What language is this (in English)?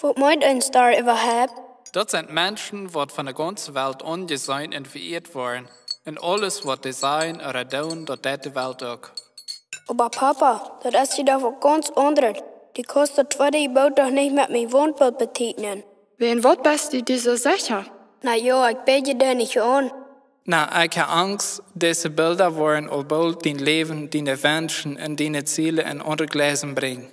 Plautdietsch